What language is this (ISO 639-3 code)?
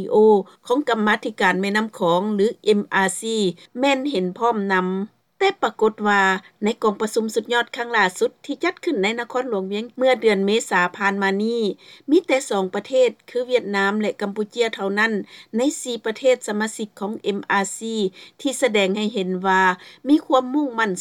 lao